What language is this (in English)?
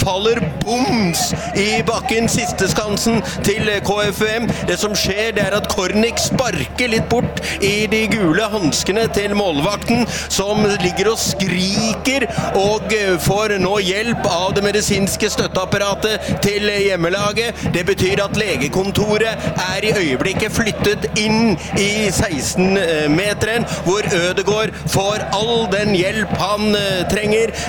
Norwegian